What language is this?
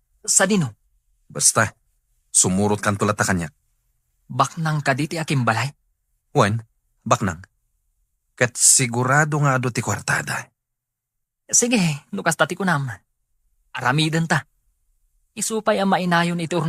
Iloko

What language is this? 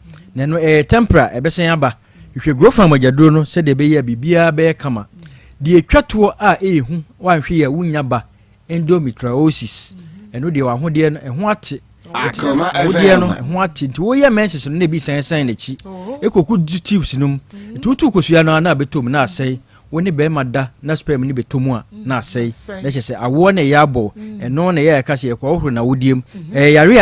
Akan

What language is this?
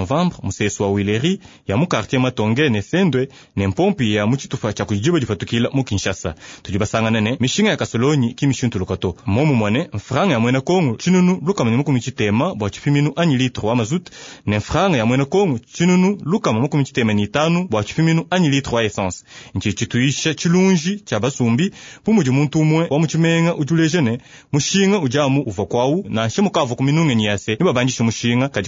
Luba-Lulua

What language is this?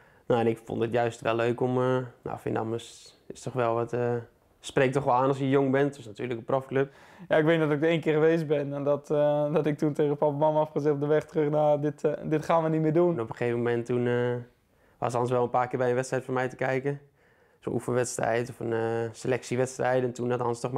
Dutch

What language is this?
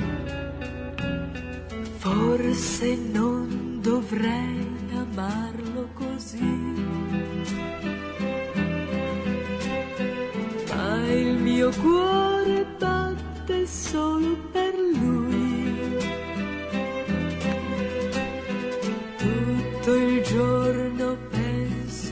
Italian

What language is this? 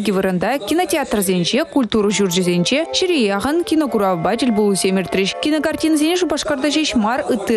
Chuvash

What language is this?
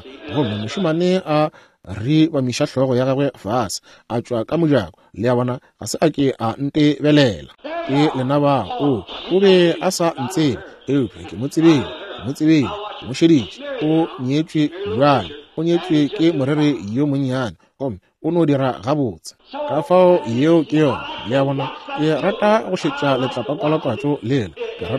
Northern Sotho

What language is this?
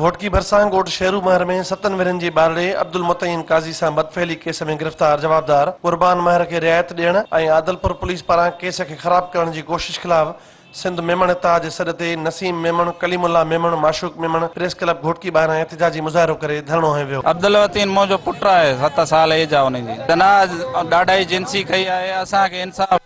Sindhi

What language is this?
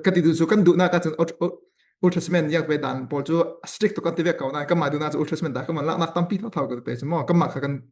Falam Chin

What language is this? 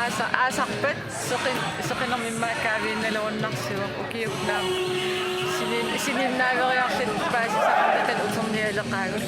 Kalaallisut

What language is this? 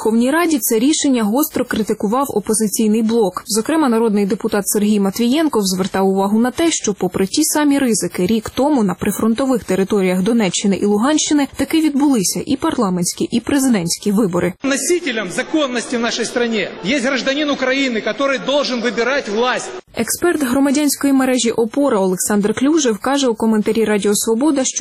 Ukrainian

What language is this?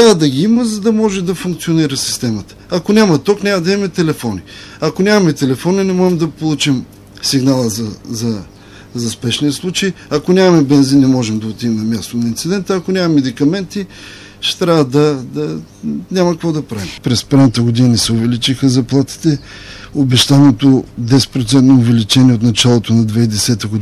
Bulgarian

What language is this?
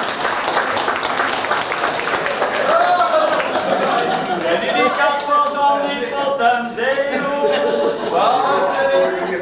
Dutch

